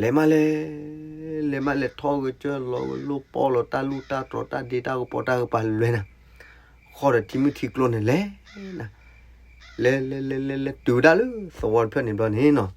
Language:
S'gaw Karen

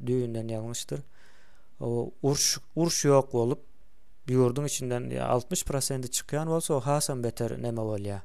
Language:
Turkmen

